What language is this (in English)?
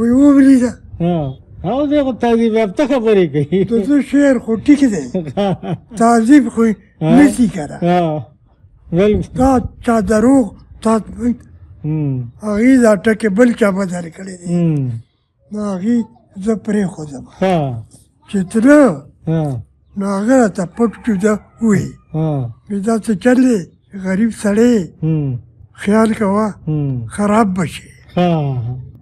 Pashto